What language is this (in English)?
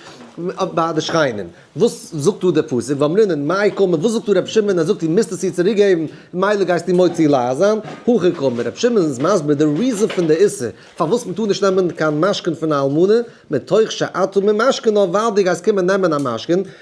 Yiddish